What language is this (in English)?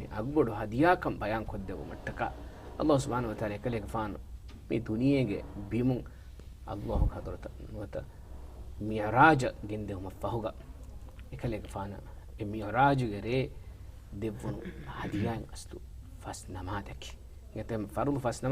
Divehi